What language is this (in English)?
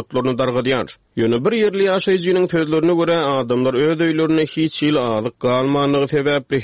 Turkmen